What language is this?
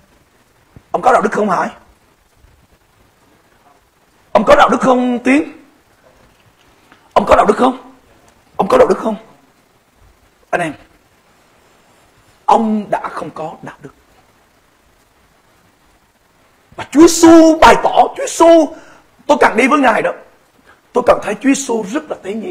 Vietnamese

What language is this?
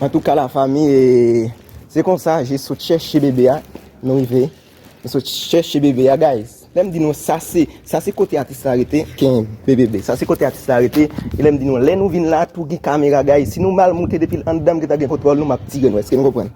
Haitian Creole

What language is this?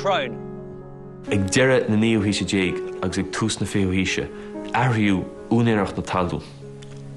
Irish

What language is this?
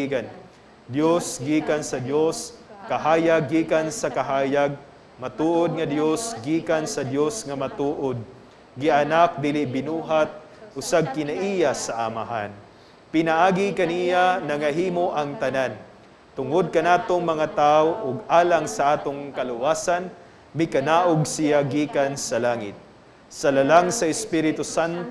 Cebuano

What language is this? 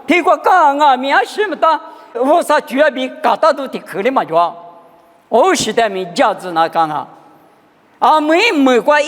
Lisu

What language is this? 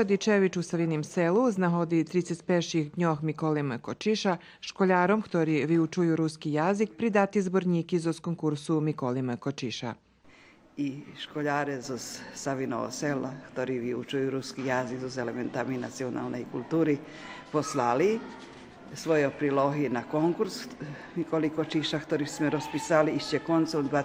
Rusyn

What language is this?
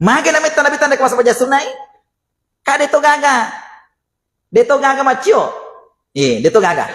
Buginese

